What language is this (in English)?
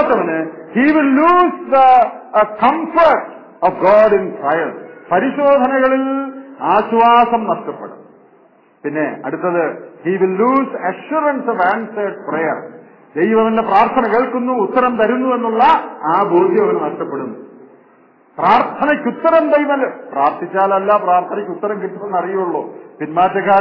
Malayalam